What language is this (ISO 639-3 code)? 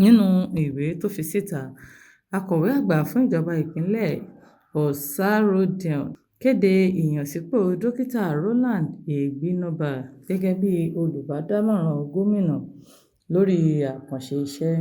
yor